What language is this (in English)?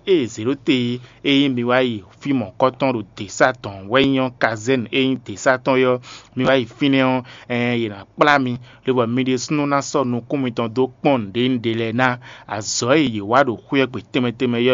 Fon